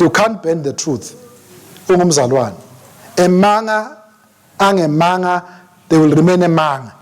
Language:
Swati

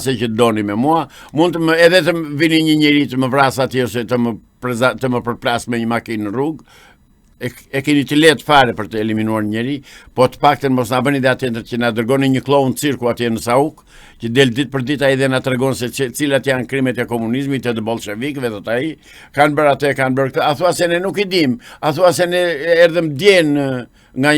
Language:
Albanian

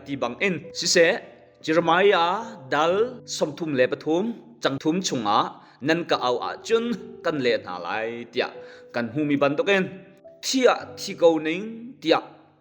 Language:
Hakha Chin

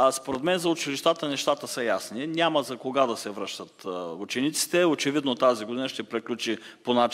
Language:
Bulgarian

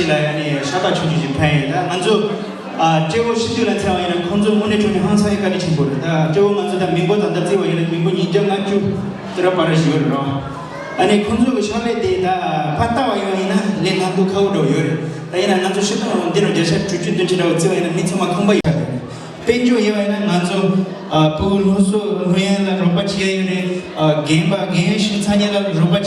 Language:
Tibetan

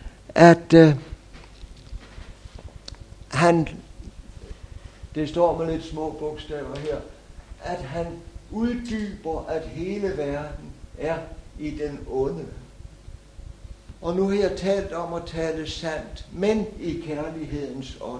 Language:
Danish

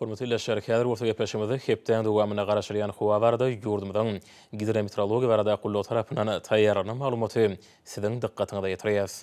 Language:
Turkmen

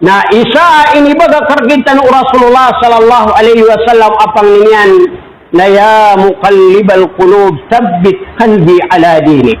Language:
Maranao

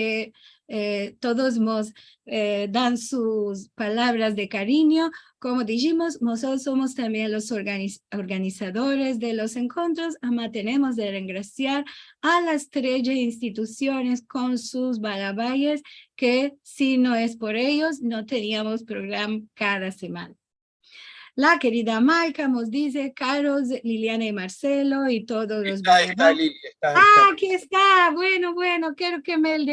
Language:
Ladino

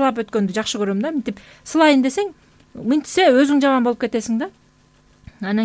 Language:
Kyrgyz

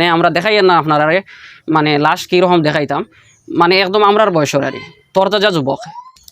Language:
Sylheti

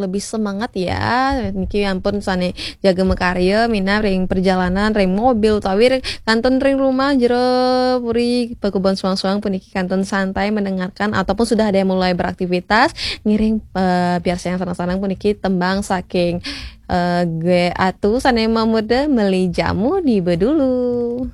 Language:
Balinese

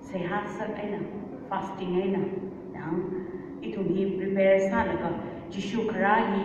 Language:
Tangkhul Naga (India)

